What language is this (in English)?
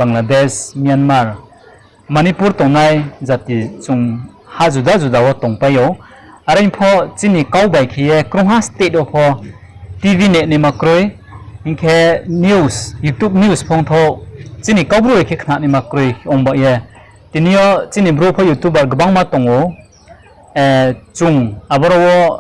Riang (India)